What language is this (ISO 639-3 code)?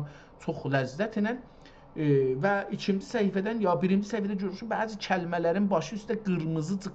azb